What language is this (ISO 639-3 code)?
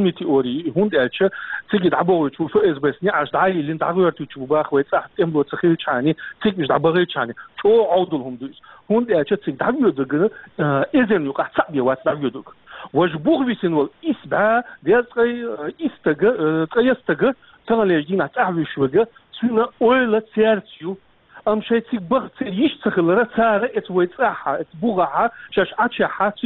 che